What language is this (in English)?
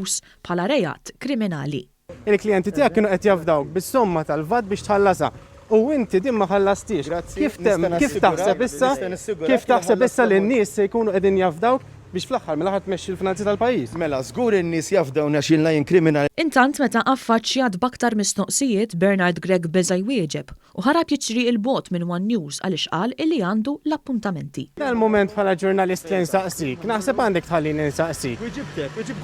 Maltese